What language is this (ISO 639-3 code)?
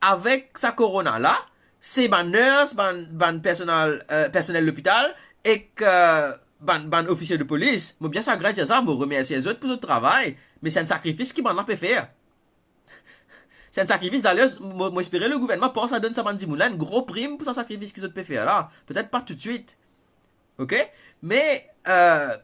mfe